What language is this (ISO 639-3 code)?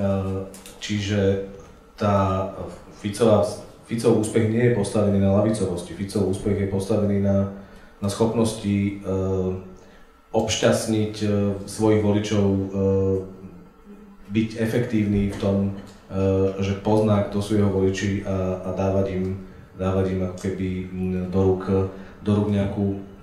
slk